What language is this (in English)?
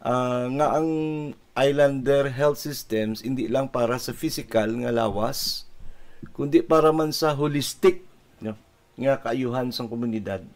Hiligaynon